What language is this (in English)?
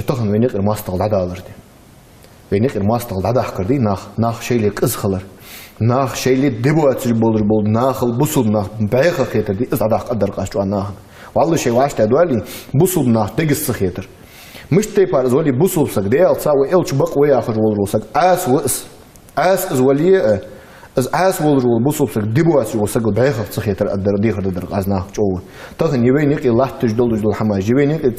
Ingush